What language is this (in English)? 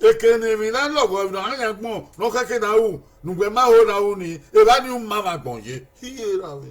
Bini